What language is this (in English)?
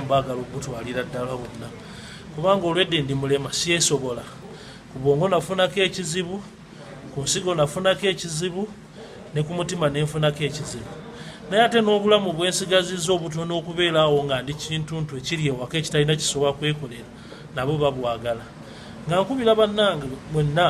Ganda